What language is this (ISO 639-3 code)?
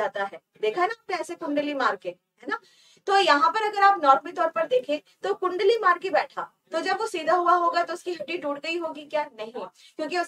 hin